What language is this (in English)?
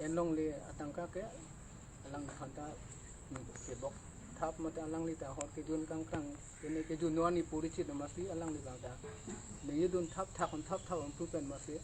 Karbi